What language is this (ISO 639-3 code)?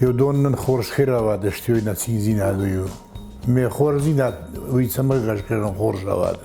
oss